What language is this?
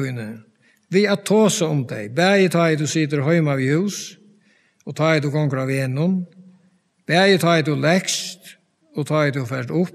Faroese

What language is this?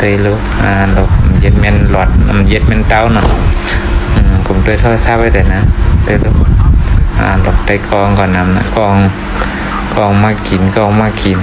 Shan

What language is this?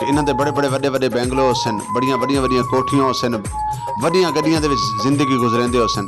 Saraiki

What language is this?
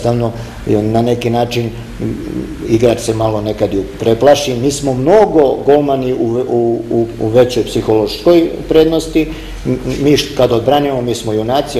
Serbian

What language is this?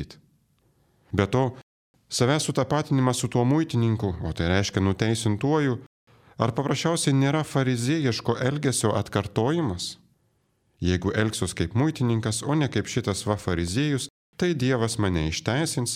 Lithuanian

